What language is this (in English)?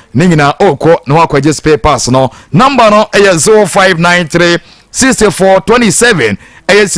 Akan